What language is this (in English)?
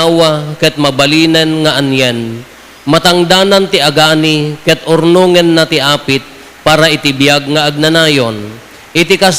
Iloko